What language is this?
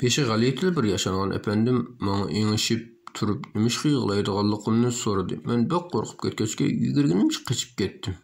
Uyghur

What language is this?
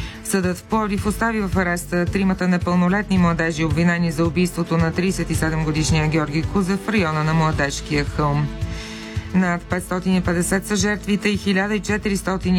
Bulgarian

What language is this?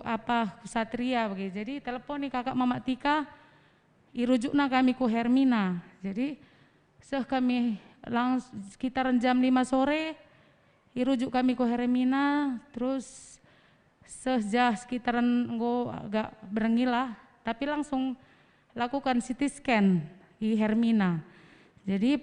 Batak Karo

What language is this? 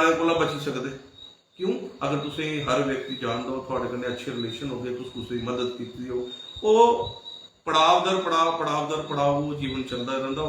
Dogri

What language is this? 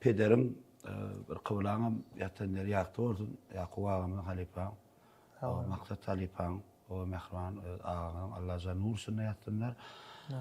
Turkmen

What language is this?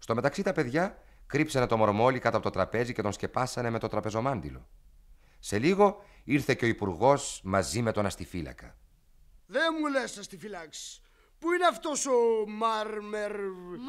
Greek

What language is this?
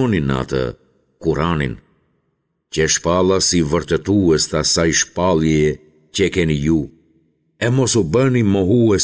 Albanian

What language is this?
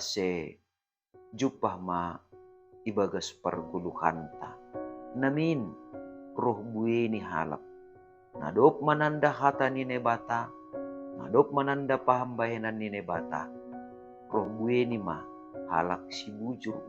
Batak Simalungun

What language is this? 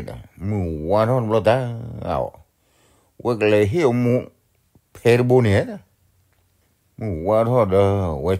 S'gaw Karen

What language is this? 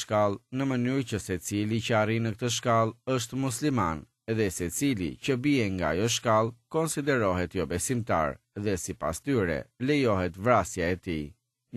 Albanian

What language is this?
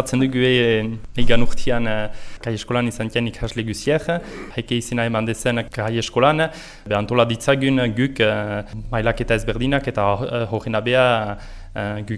Basque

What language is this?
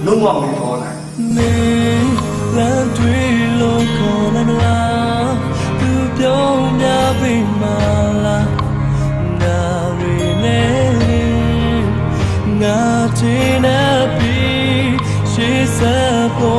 Burmese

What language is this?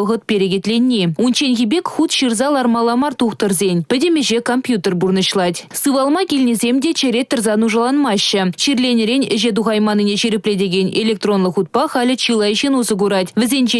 Chuvash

